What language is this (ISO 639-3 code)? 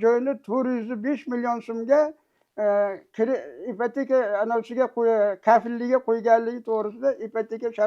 uzb